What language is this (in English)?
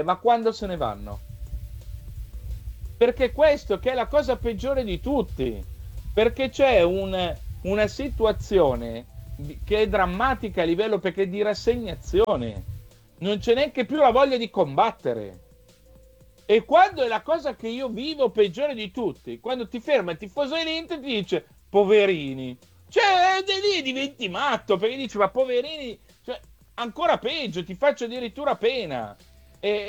Italian